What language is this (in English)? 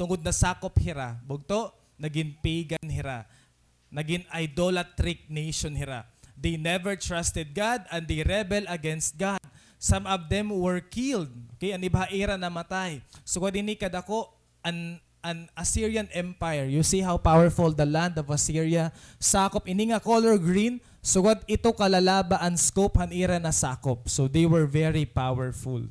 Waray